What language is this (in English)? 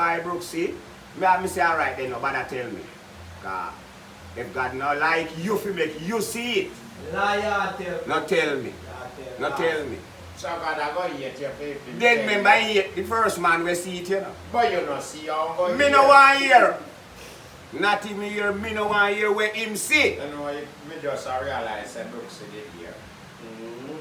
Jamaican Creole English